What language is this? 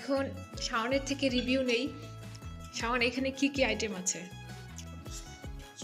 Bangla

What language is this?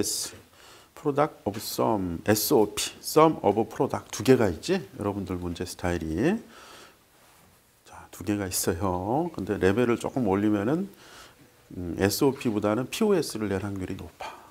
Korean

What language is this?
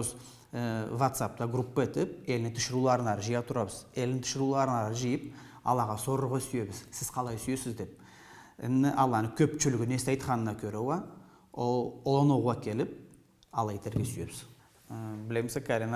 Karachay-Balkar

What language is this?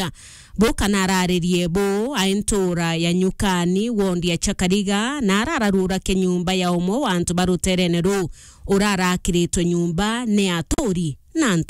Meru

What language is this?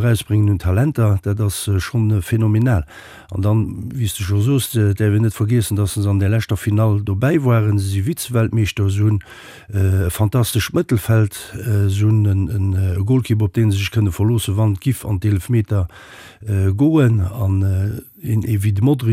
Luxembourgish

